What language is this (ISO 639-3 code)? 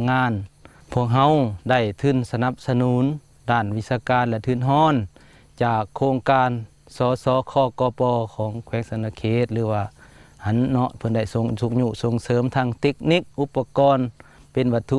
lao